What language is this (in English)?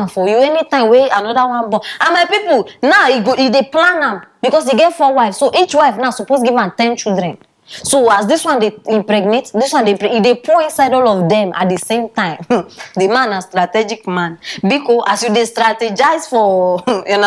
Nigerian Pidgin